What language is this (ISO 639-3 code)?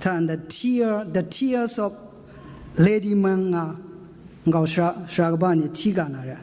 kac